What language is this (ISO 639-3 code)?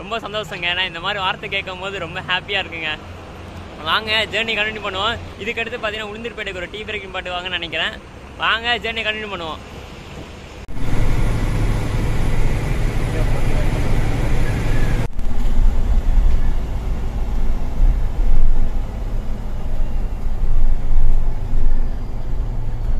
tam